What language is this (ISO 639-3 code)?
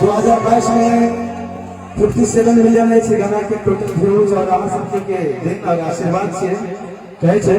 mai